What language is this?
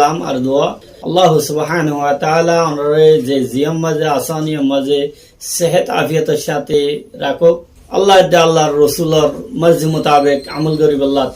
Rohingya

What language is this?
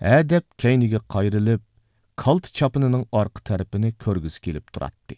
Uyghur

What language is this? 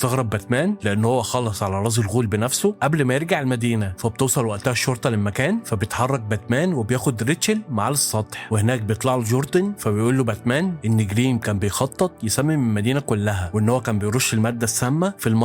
Egyptian Arabic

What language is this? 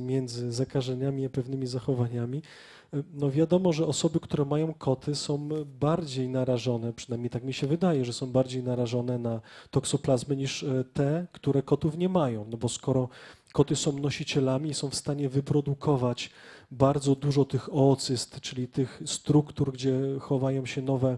Polish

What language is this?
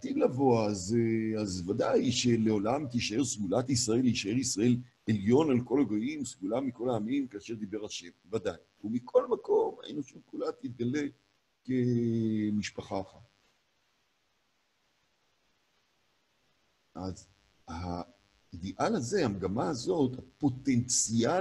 Hebrew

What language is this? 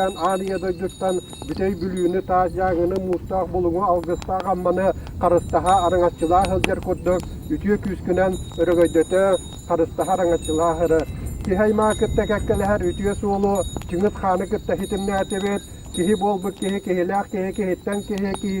Yakut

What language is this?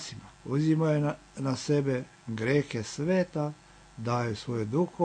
Serbian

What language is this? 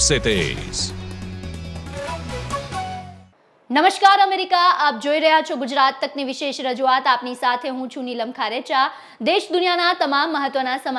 Gujarati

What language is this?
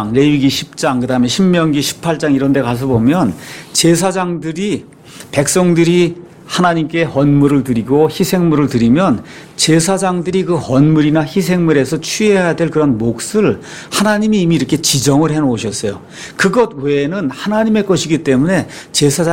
Korean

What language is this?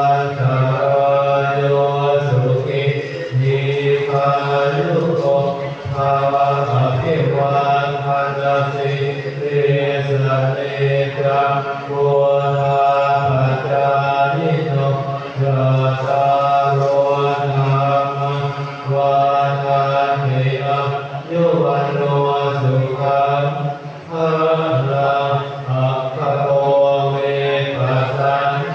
Pali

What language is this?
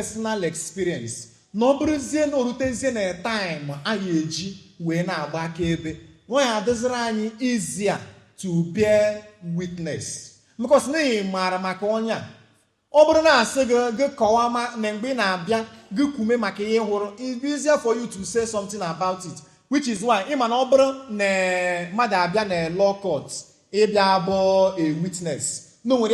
Igbo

